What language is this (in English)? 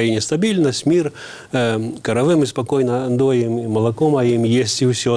Belarusian